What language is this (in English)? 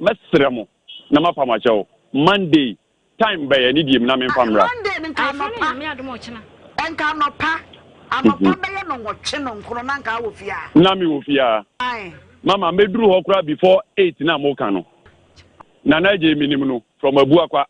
Akan